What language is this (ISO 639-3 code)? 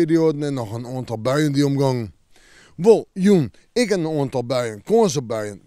fry